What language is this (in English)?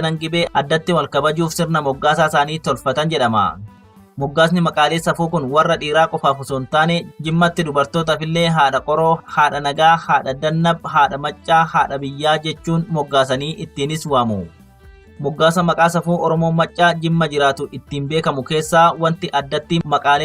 Oromo